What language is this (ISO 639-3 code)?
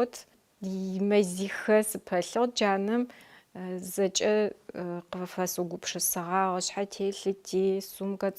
ady